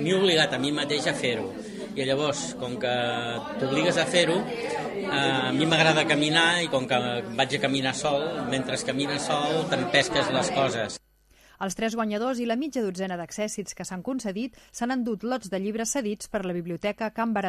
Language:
Catalan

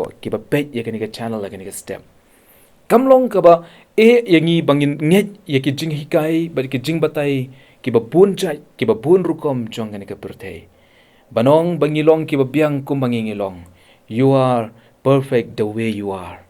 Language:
Khasi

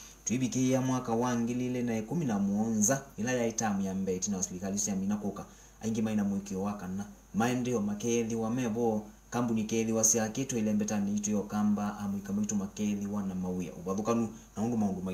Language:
Kamba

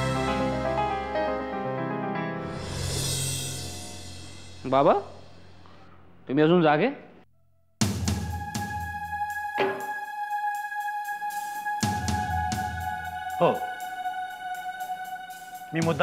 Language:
Marathi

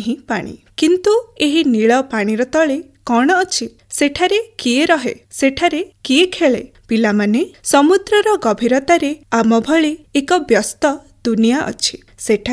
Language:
Odia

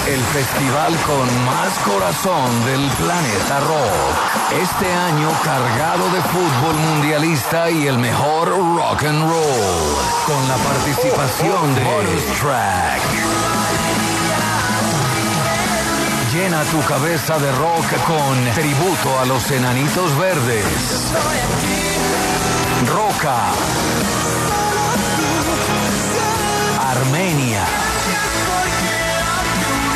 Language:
Spanish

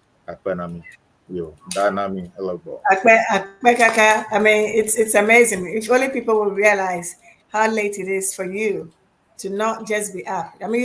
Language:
Ewe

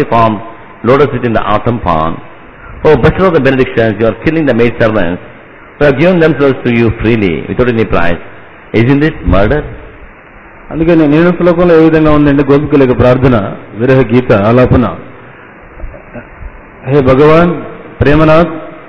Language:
Telugu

